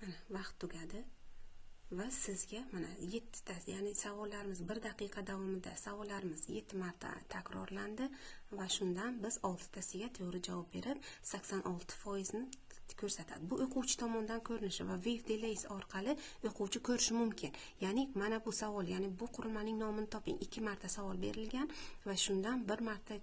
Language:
Uzbek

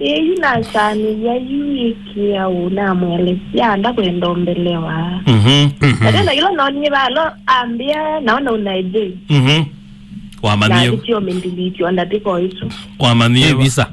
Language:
Kamba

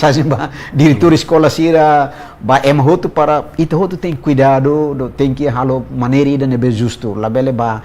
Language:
Tetum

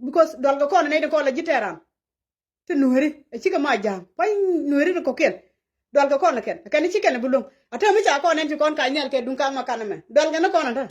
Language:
Nuer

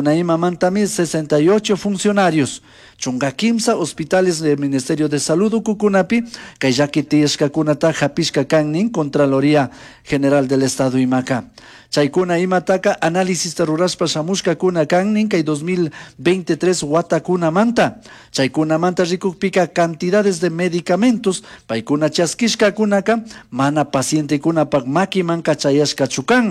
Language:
Chimborazo Highland Quichua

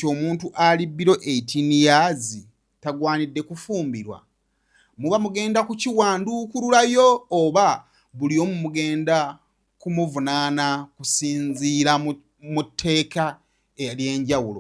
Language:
Ganda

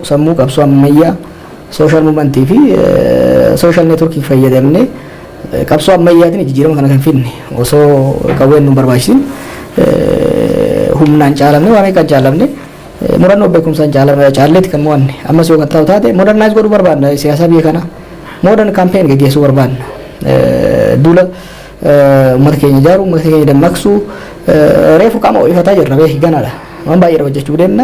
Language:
Oromo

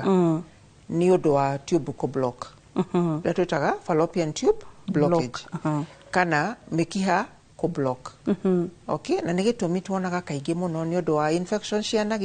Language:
Kikuyu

